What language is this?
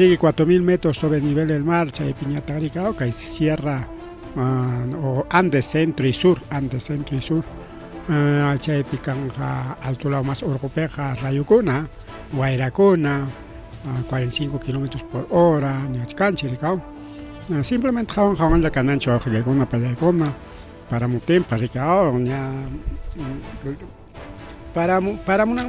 Ayacucho Quechua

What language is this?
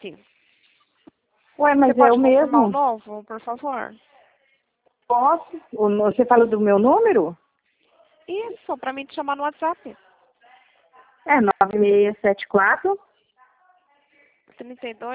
Portuguese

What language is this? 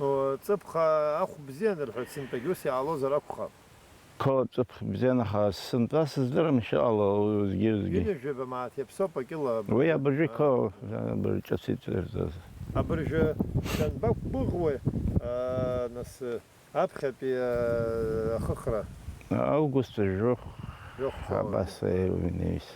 Abkhazian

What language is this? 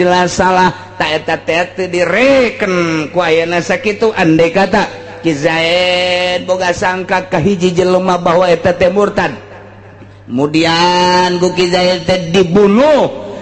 Sundanese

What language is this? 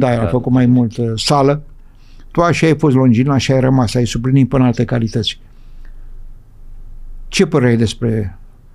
Romanian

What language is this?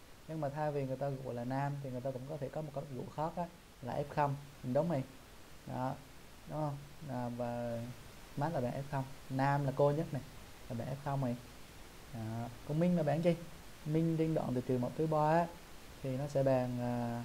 Vietnamese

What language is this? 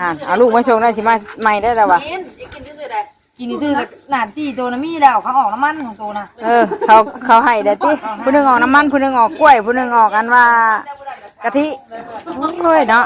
Northeastern Thai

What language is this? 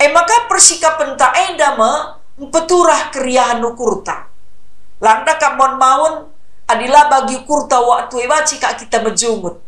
Batak Karo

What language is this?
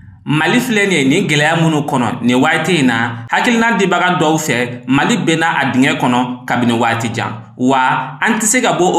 Bambara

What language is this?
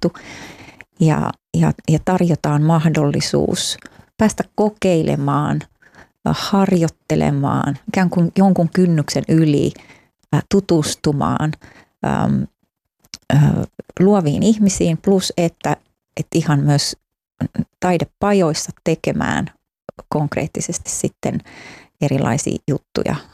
Finnish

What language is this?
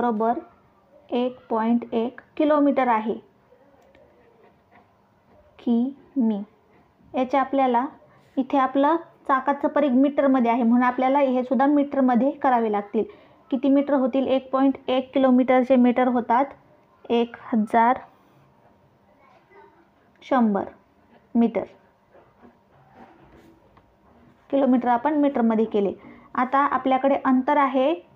Marathi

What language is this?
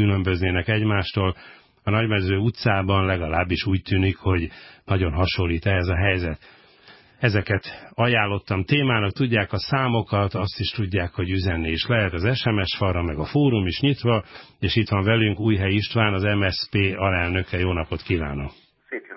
Hungarian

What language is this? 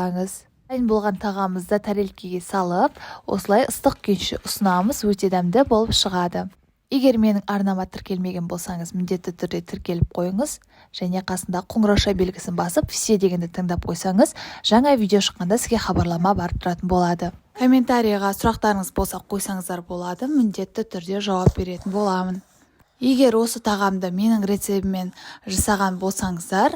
Kazakh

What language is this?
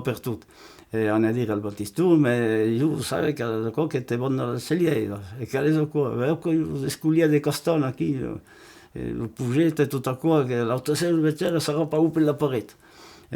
Occitan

